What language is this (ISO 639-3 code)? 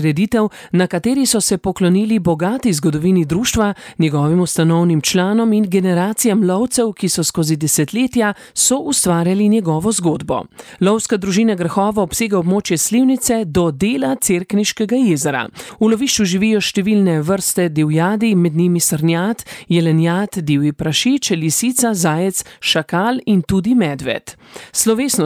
slv